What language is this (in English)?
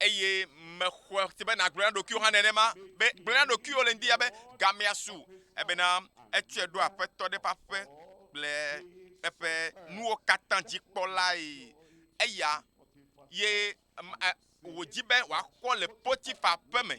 Ewe